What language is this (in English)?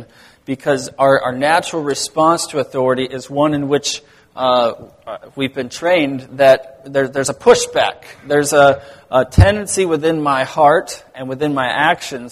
English